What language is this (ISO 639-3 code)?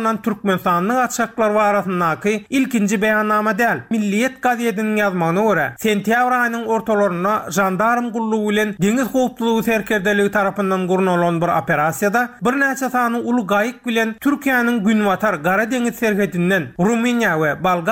tuk